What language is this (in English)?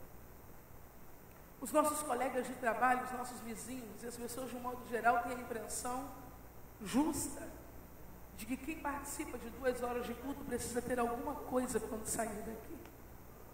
Portuguese